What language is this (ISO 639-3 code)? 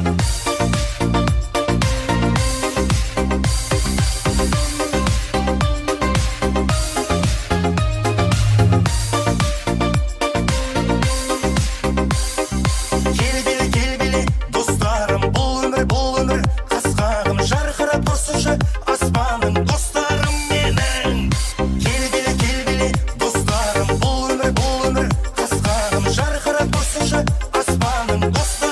kaz